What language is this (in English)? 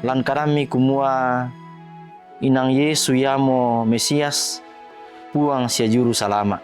Toraja-Sa'dan